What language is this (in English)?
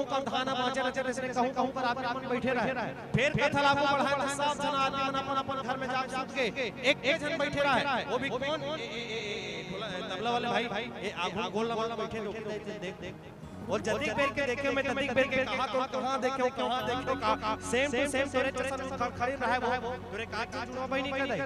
Chhattisgarhi